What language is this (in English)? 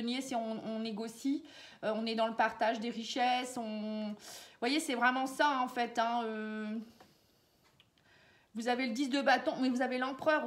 French